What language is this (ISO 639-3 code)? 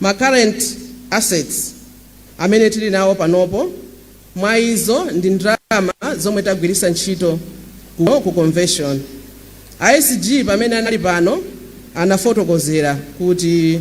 nya